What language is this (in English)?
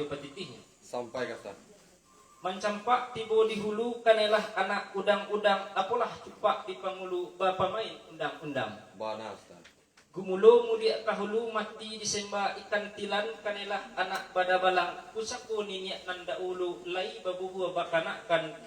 Minangkabau